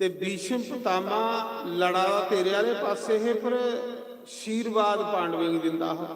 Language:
Dogri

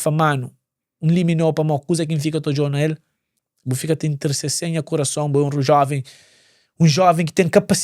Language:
Kabuverdianu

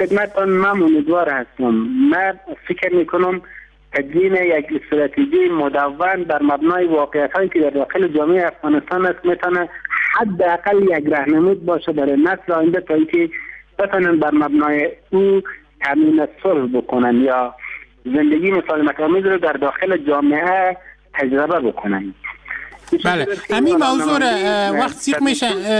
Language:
Persian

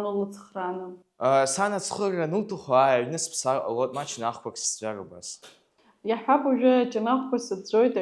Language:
Abkhazian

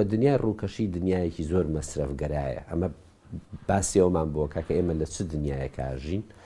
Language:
Central Kurdish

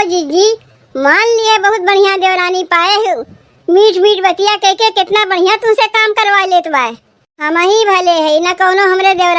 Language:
Awadhi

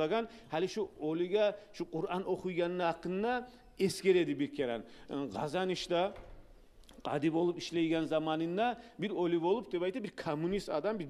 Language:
Kumyk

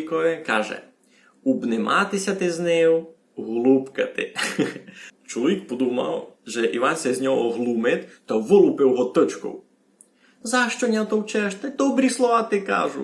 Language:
Rusyn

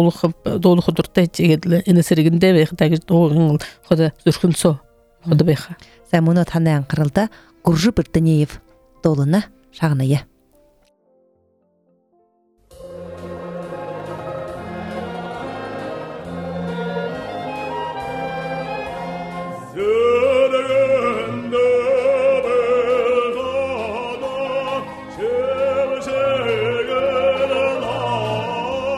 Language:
Buriat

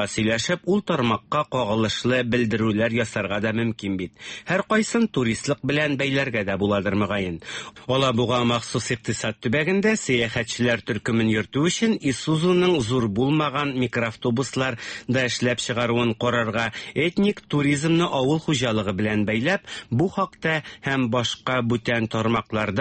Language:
Tatar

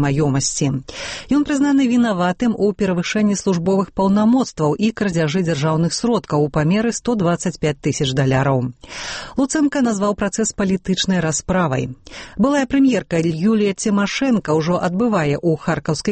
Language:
Belarusian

